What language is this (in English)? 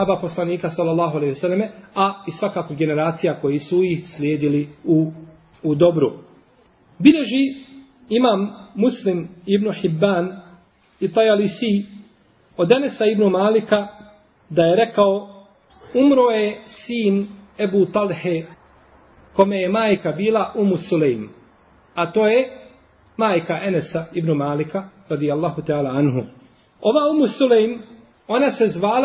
Bosnian